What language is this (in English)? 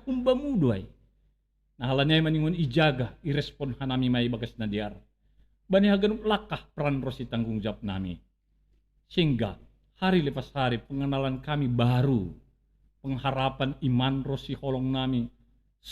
Batak Simalungun